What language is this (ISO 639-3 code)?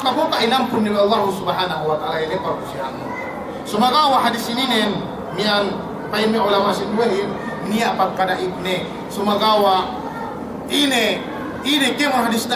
yka